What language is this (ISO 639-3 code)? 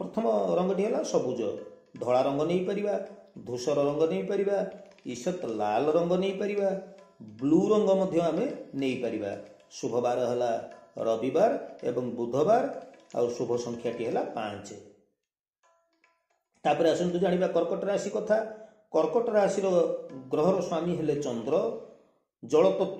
ori